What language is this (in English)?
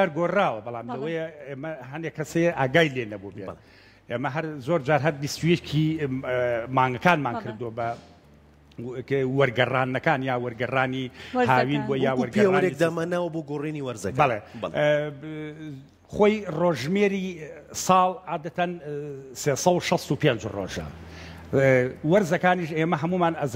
Central Kurdish